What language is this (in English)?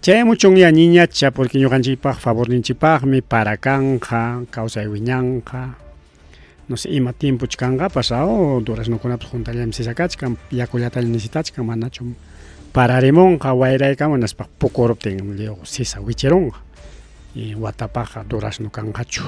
Ayacucho Quechua